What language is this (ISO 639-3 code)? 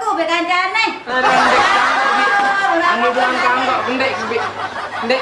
sas